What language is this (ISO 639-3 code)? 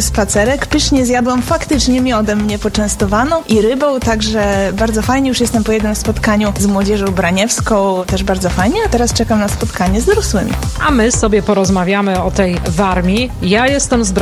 pol